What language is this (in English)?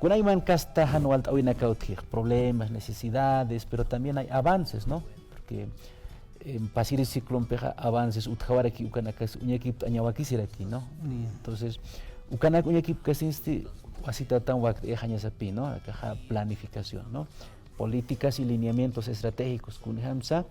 Aymara